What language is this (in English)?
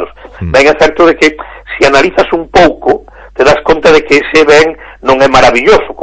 Galician